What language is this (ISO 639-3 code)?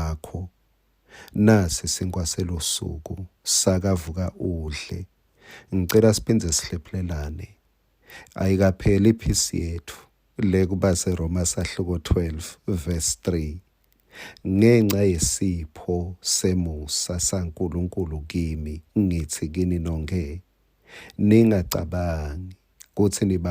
ssw